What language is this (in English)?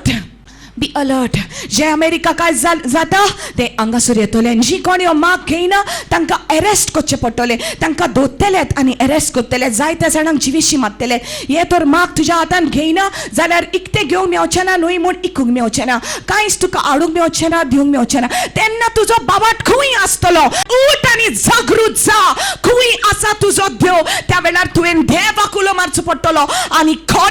Konkani